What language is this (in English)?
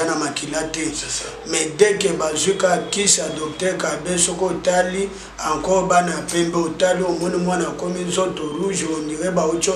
Lingala